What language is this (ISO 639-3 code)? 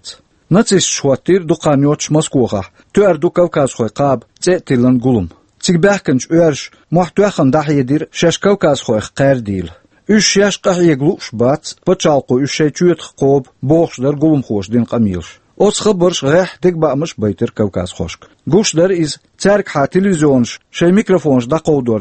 che